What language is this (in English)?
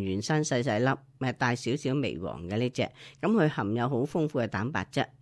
Cantonese